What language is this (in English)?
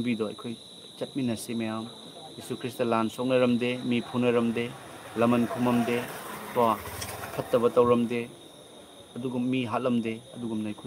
Manipuri